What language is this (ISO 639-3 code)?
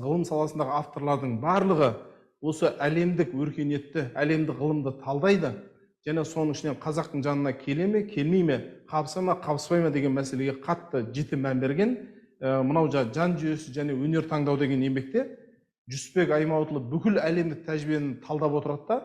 kaz